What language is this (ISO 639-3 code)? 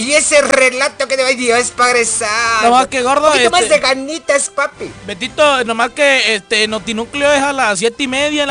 spa